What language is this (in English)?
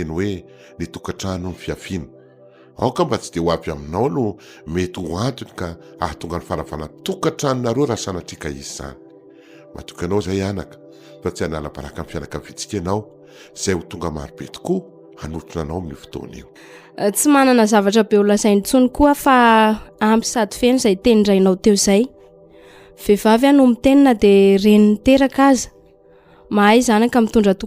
Malagasy